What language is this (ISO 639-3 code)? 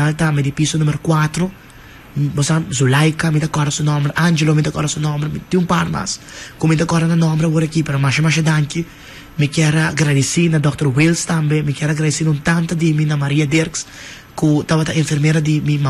pap